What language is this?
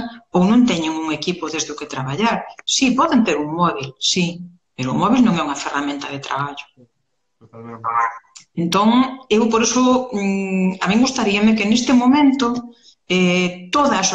Galician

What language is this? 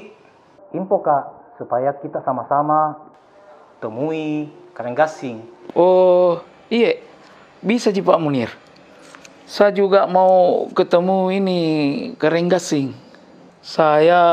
Makassar Malay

